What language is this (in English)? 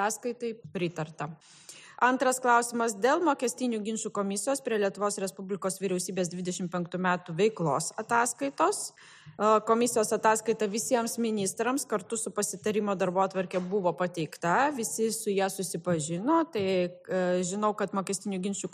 Lithuanian